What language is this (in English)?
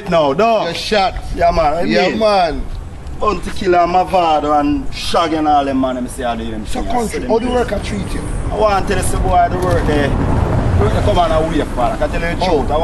Jamaican Creole English